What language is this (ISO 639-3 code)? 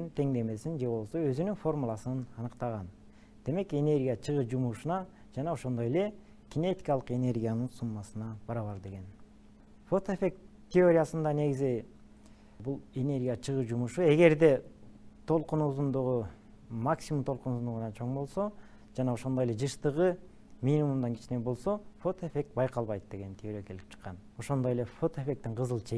kir